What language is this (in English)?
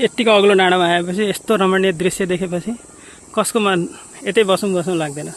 Nepali